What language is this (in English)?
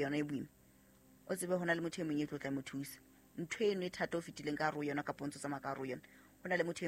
Southern Sotho